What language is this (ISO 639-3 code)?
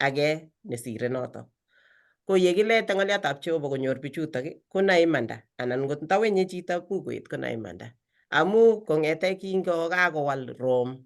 kln